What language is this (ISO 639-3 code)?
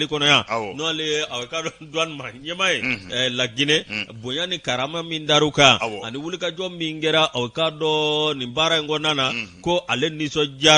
bam